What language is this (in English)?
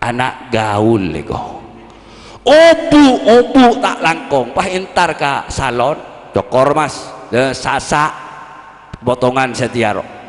Madurese